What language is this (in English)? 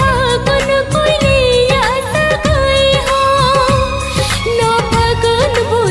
Santali